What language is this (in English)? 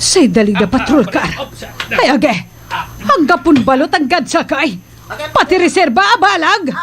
Pangasinan